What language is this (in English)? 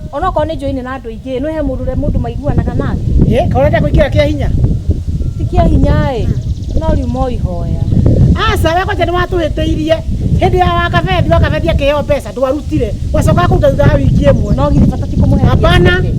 Kikuyu